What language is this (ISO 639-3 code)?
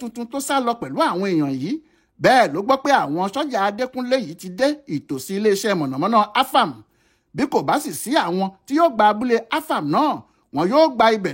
yor